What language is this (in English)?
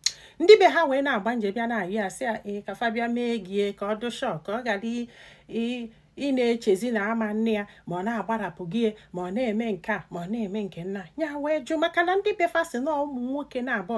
Igbo